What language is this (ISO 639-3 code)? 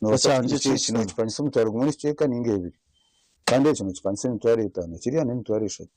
nyn